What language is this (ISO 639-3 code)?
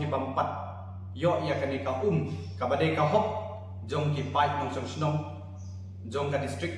kha